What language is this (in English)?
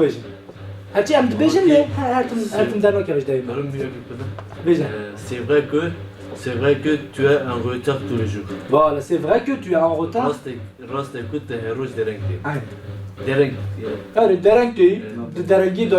Kurdish